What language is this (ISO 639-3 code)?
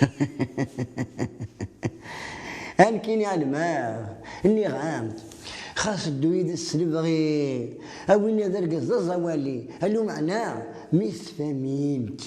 kab